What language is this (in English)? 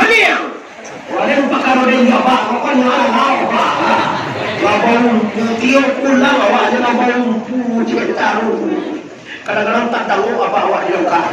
Minangkabau